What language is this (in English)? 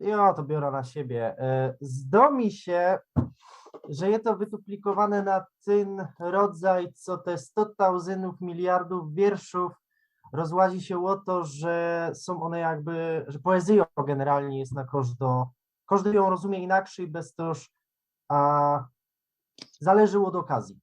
Silesian